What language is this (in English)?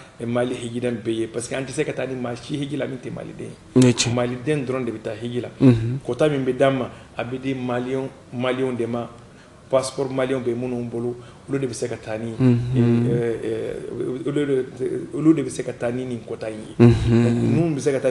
Bambara